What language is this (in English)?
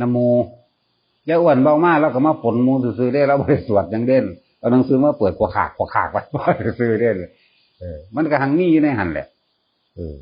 Northeastern Thai